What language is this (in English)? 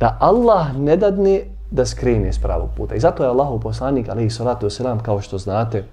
Bosnian